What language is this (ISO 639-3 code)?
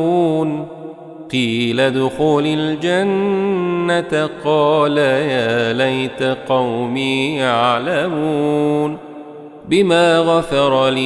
ara